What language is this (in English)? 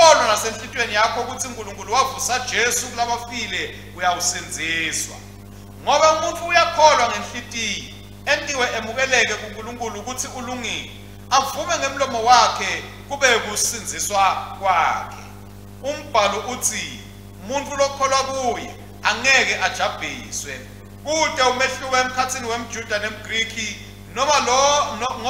Swati